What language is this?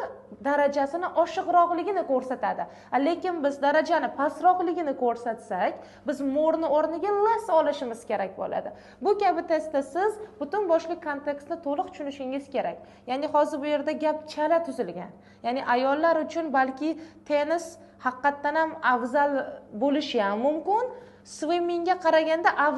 Uzbek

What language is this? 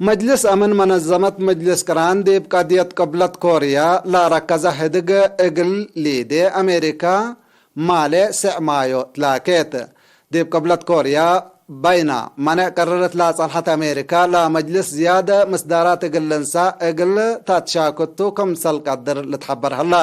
Tigre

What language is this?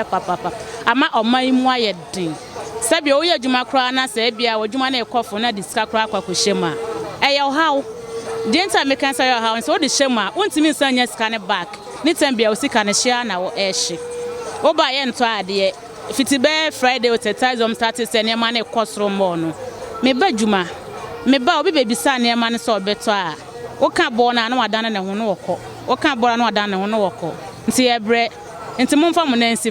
Akan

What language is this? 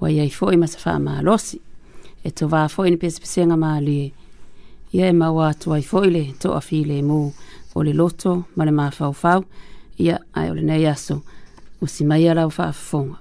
Samoan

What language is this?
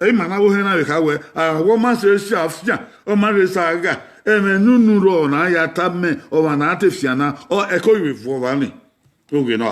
Bini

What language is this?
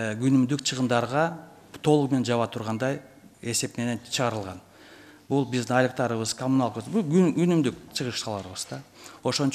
Kyrgyz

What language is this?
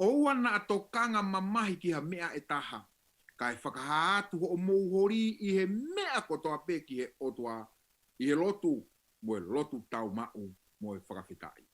Tongan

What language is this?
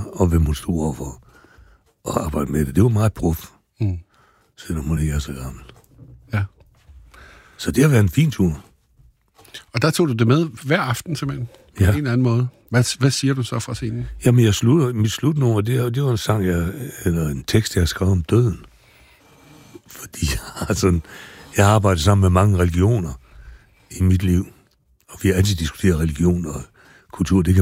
Danish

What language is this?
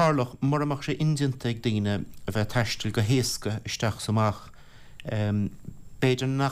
Irish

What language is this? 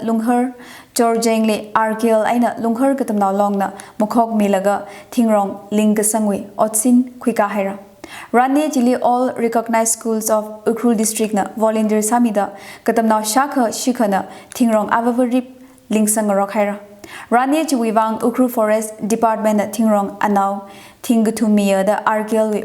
Tangkhul Naga (India)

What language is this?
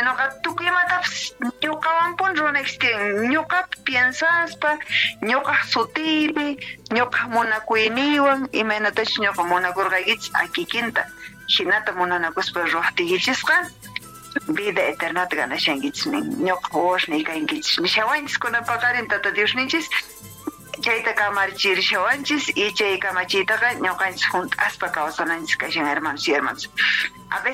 Quechua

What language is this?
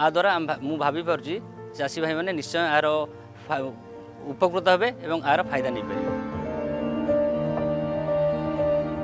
Odia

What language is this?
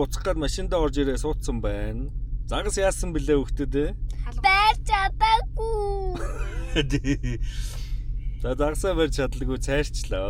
Mongolian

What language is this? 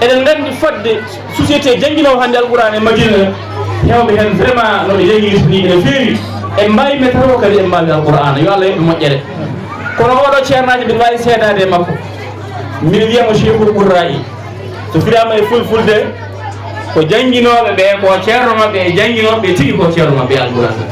Fula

